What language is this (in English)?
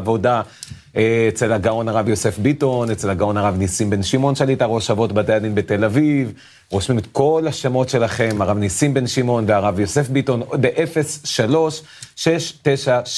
Hebrew